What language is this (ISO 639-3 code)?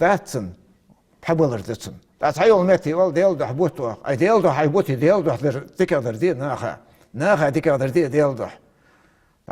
inh